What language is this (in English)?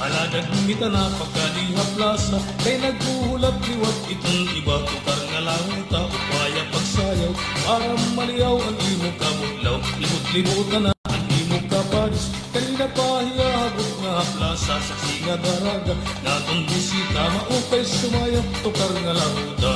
Waray